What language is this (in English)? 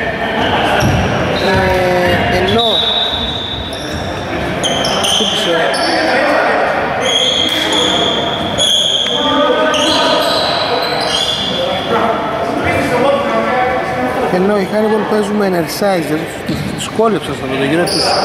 Greek